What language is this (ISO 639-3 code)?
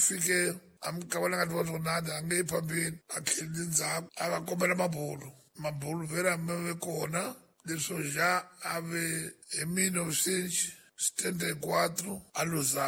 tso